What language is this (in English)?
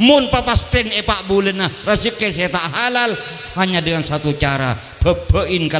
Madurese